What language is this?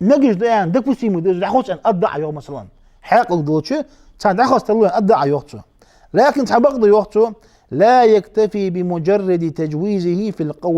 Ingush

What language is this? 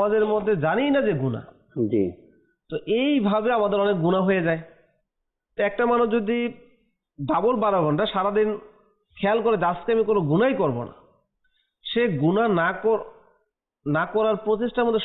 Bangla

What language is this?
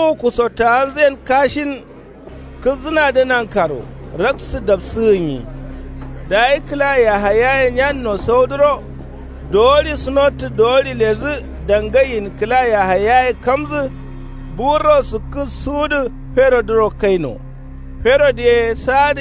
Kanuri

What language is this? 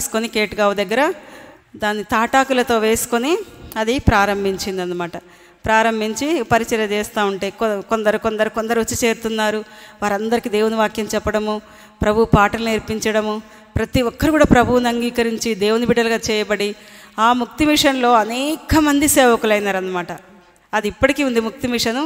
Telugu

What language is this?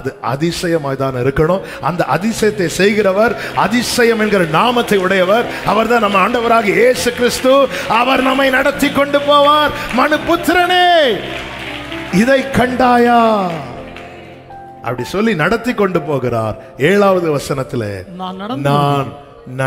Tamil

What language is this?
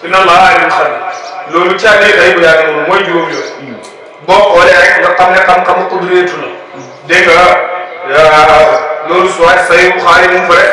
Wolof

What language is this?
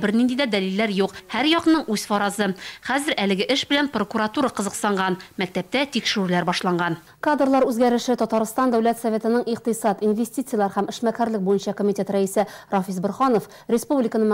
Tatar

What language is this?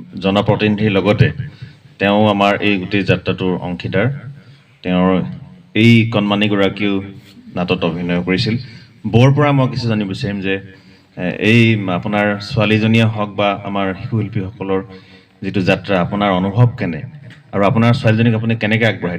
Assamese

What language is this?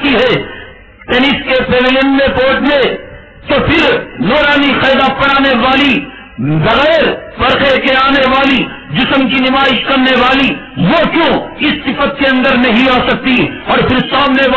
Urdu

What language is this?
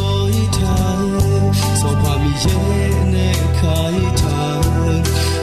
Akha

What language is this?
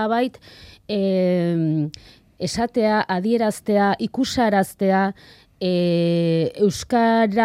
Basque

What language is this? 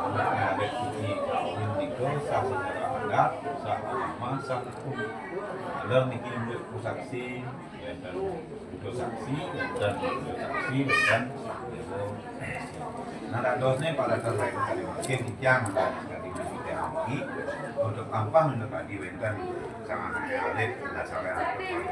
Balinese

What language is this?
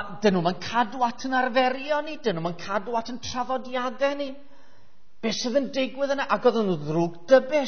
Welsh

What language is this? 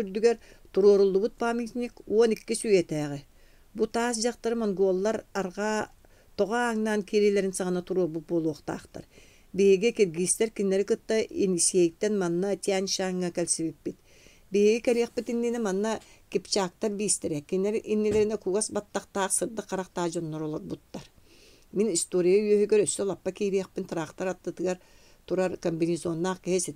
Yakut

